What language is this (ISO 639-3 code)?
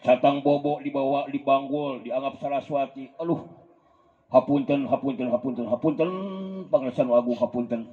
sun